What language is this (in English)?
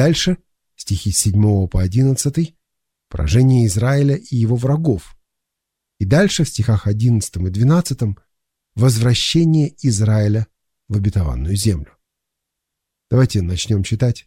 Russian